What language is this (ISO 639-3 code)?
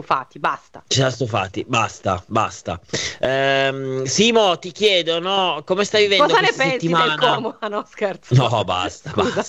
ita